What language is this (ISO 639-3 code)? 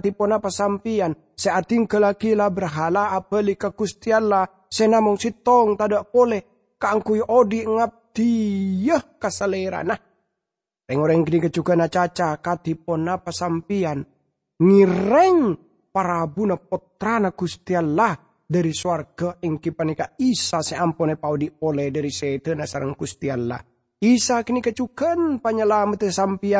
mad